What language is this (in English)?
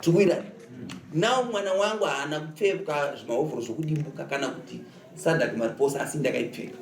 Shona